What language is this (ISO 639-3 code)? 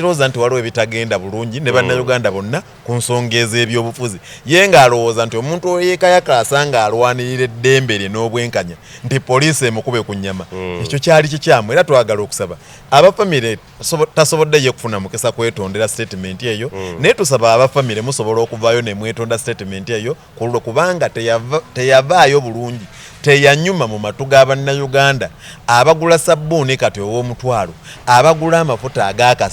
lug